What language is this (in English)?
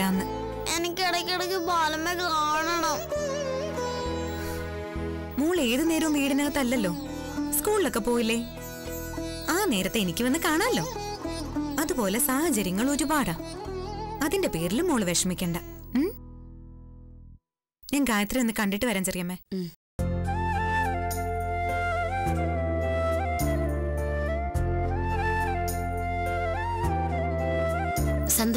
Malayalam